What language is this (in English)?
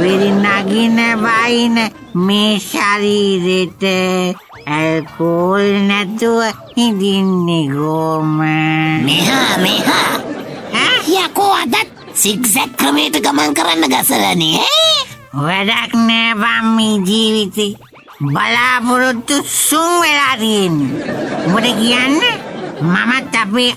Sinhala